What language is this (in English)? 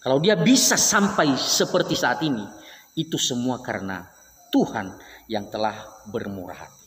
Nias